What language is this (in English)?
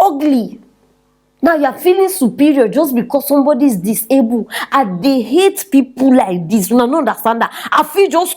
Nigerian Pidgin